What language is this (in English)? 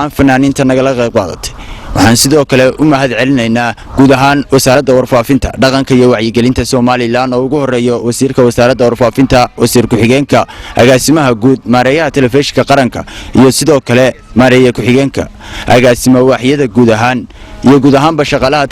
Somali